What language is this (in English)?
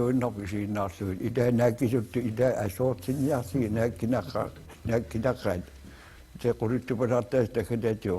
Kalaallisut